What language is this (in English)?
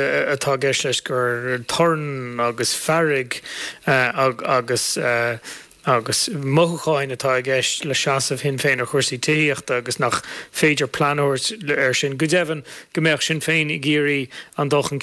Irish